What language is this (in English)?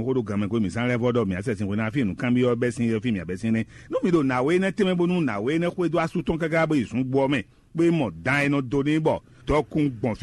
Fon